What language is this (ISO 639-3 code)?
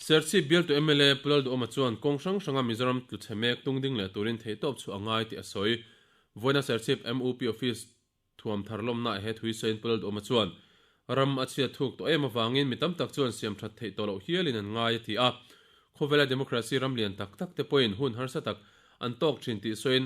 lus